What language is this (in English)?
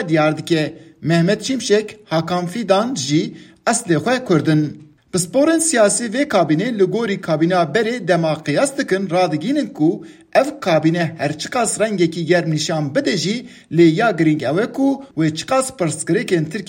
Kurdish